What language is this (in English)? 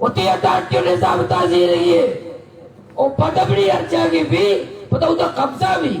Baluchi